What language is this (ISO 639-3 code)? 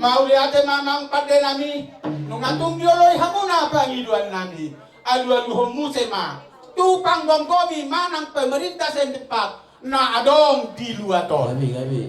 bbc